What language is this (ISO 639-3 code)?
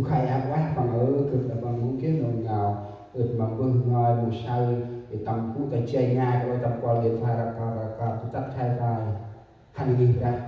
cmo